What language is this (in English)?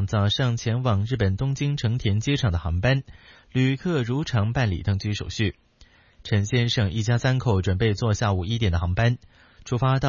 Chinese